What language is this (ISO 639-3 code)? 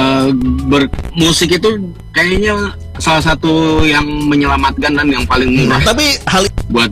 ind